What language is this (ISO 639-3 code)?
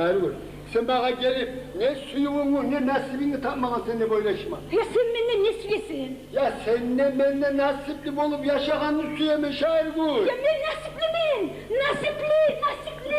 kum